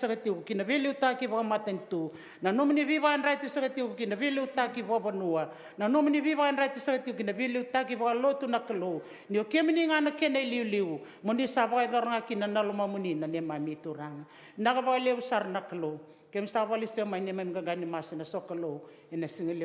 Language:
Fijian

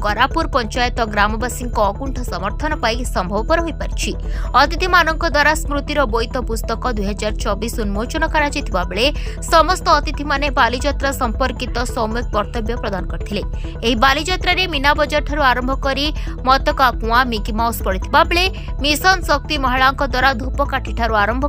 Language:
Odia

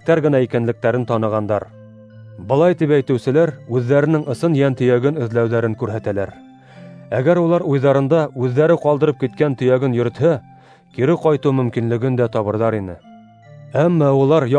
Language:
Bashkir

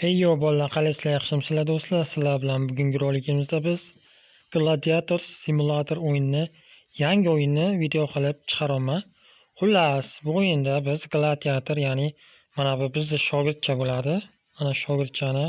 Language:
Uzbek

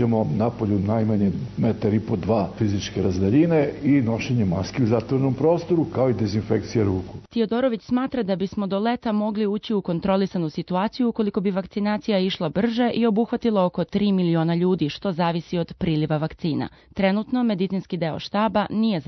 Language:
Serbian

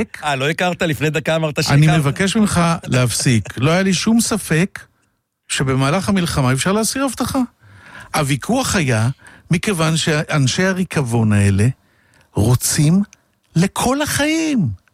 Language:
Hebrew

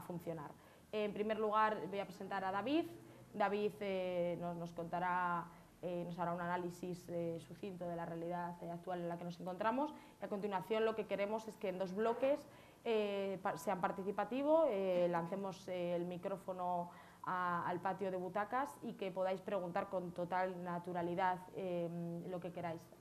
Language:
Spanish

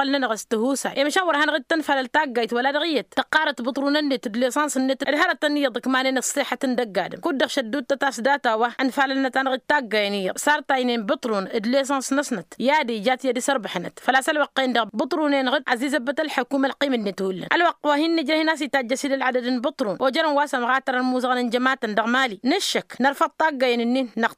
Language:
Tamasheq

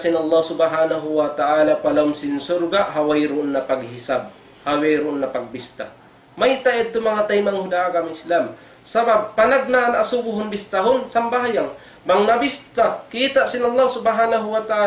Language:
Tausug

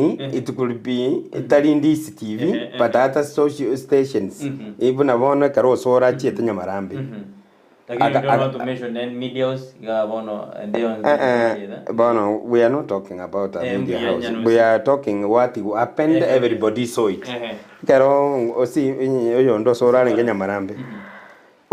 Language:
Gusii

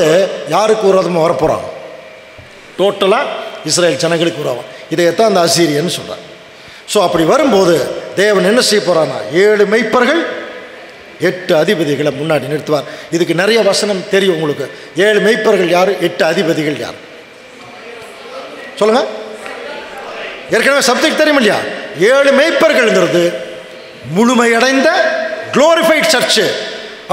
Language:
Tamil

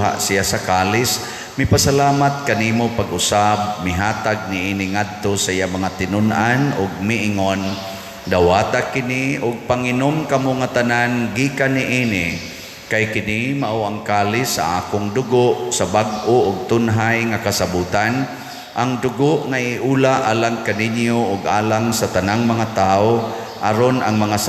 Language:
Cebuano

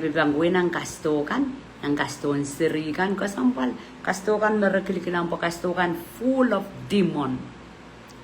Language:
Pohnpeian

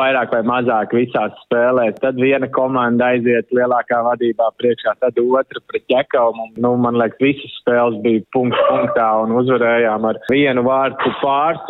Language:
Latvian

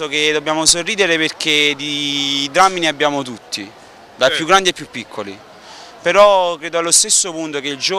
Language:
Italian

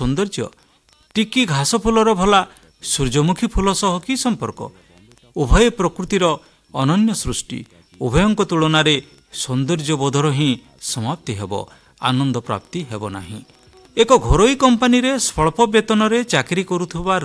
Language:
Odia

